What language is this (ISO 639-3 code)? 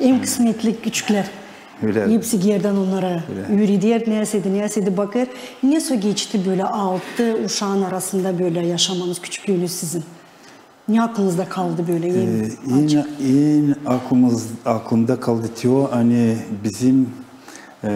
gag